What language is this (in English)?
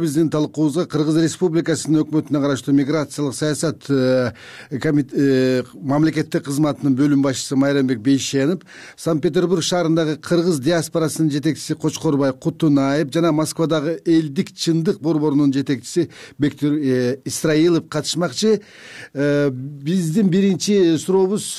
Kyrgyz